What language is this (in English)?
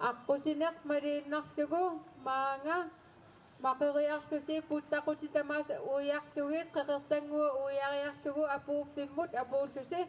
Kalaallisut